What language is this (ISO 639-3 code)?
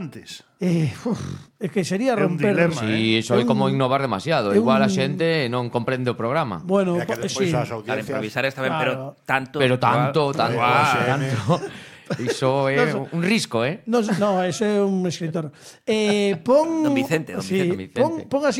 glg